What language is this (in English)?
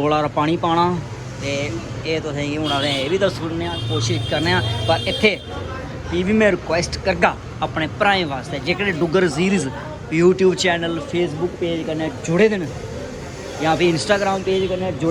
Dogri